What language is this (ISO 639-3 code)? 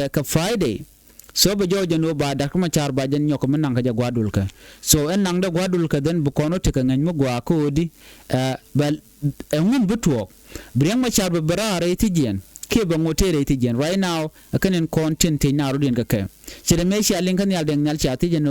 nus